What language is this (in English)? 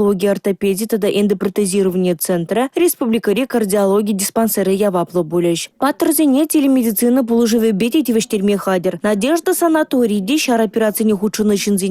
Chuvash